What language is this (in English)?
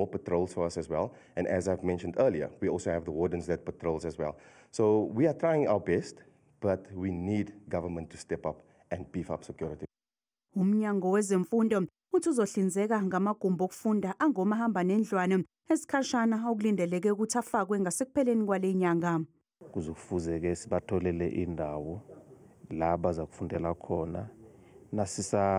Zulu